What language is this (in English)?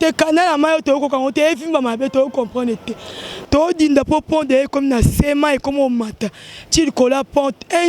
Lingala